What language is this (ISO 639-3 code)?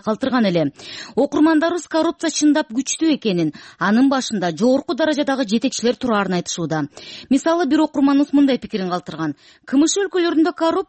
kir